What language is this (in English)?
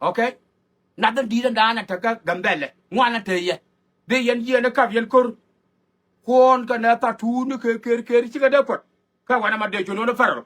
Nuer